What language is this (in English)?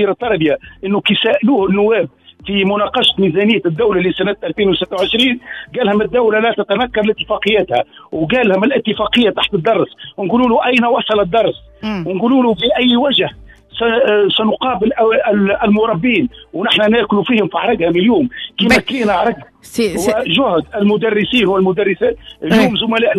Tunisian Arabic